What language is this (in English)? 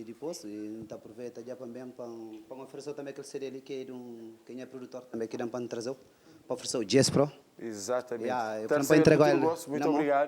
Kabuverdianu